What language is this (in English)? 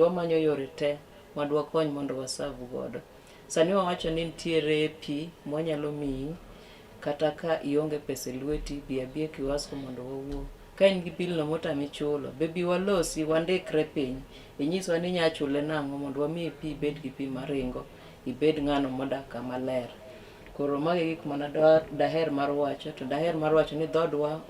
Luo (Kenya and Tanzania)